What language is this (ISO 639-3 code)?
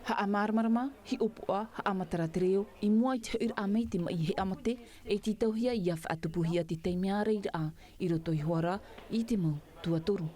tah